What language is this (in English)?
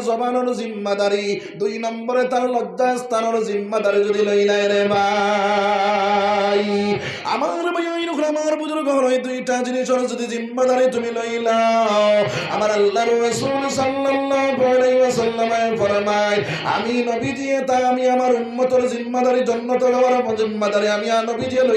Sylheti